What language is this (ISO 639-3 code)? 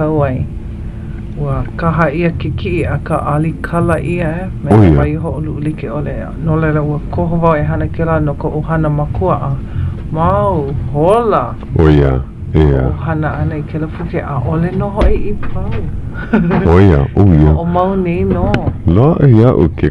haw